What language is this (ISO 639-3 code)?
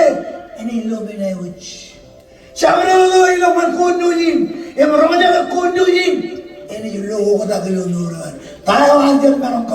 mah